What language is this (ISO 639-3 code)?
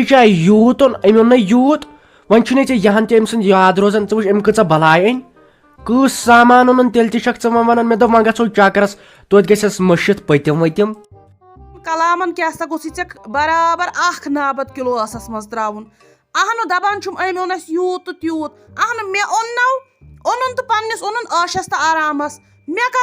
kas